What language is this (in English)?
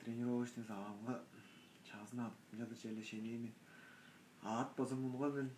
Tuvinian